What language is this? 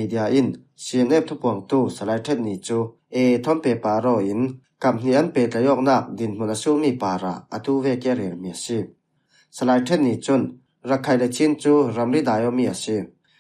Falam Chin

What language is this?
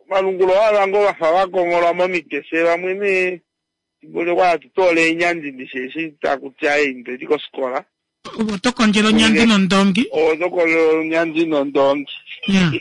Kuanyama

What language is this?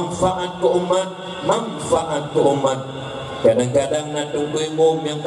Achinese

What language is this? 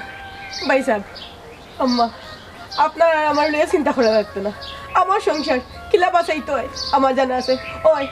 Sylheti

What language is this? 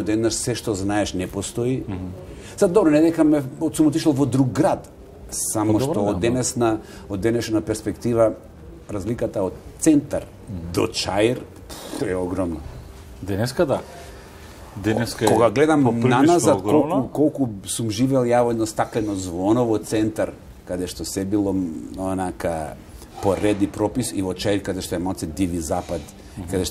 Macedonian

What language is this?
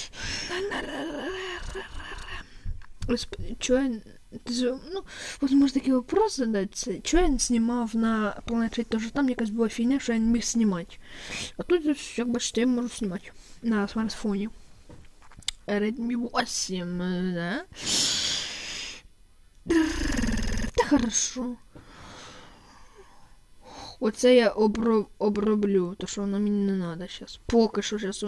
Ukrainian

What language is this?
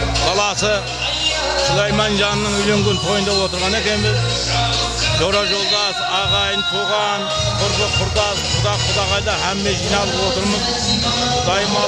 Kara-Kalpak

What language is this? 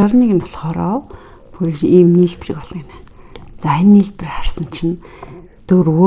Mongolian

